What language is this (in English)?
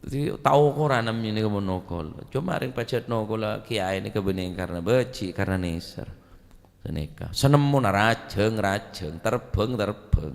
Madurese